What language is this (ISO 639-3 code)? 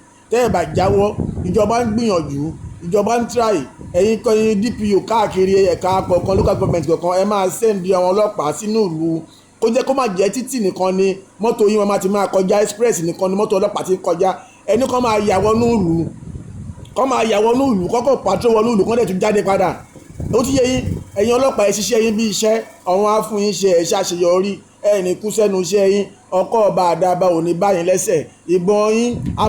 yor